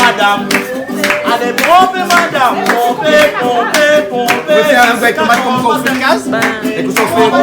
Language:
Réunion Creole French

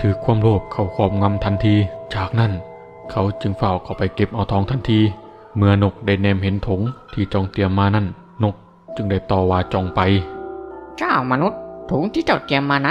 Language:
Northeastern Thai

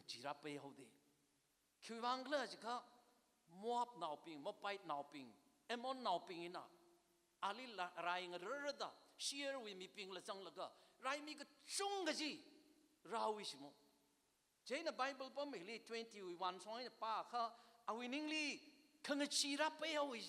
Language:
Tangkhul Naga (India)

